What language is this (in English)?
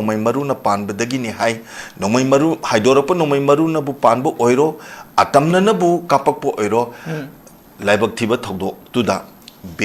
Manipuri